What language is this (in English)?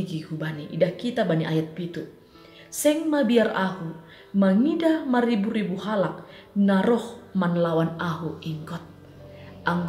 Batak Simalungun